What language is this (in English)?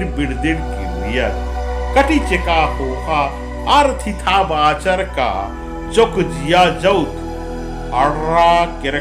Kurukh